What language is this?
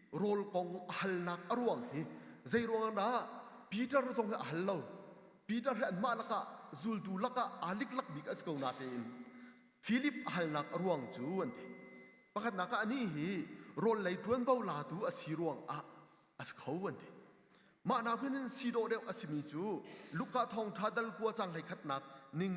Hakha Chin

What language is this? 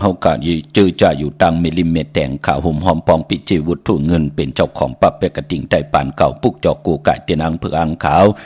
Shan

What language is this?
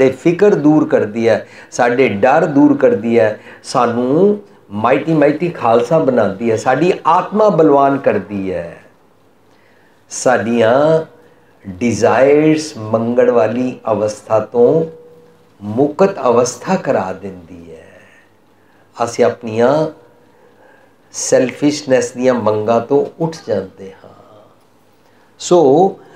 Punjabi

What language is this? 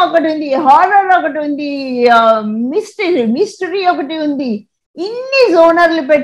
Telugu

